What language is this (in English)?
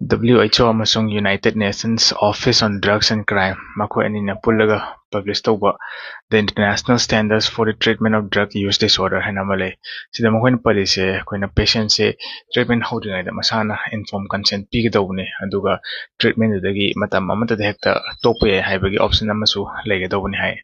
Manipuri